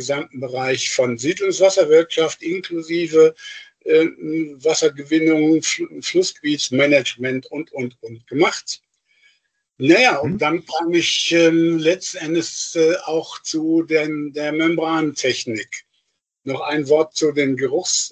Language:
German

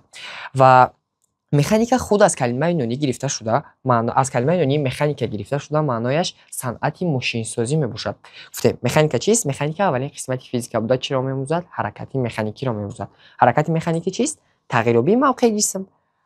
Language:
Tajik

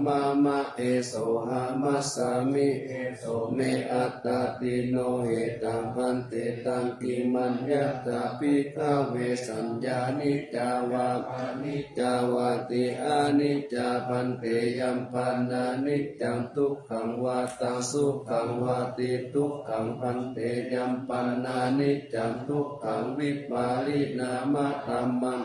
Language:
Pali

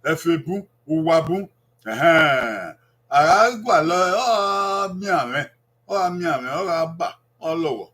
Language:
Bini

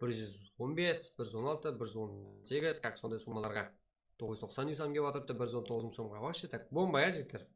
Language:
Kara-Kalpak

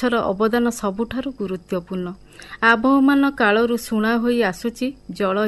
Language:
Odia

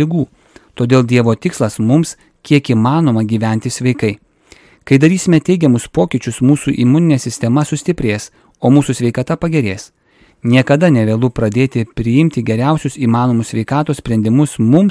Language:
Lithuanian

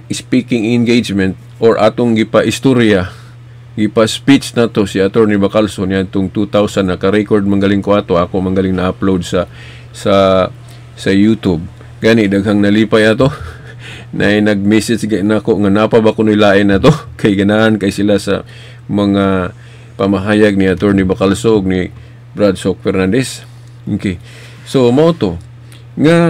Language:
Cebuano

